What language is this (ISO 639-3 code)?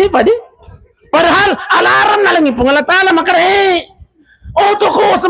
bug